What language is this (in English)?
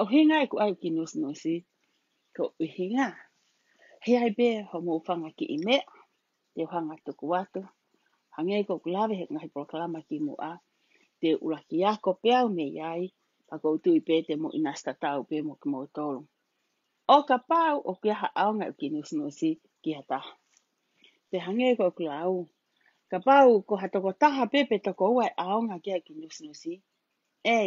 Tongan